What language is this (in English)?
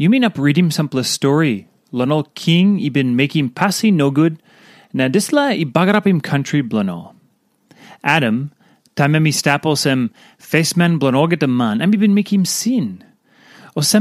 Tok Pisin